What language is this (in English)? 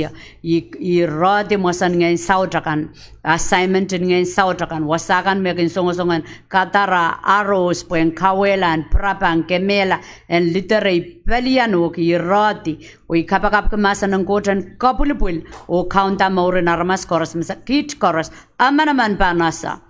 Pohnpeian